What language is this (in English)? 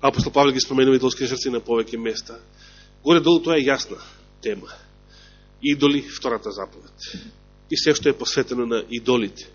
Macedonian